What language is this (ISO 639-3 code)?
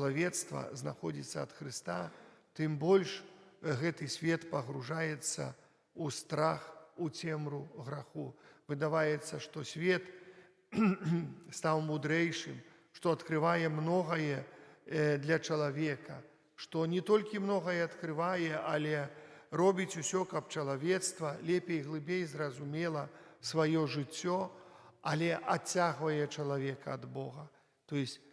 bel